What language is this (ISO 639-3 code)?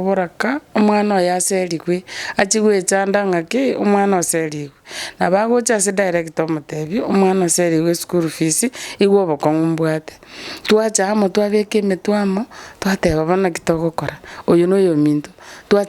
guz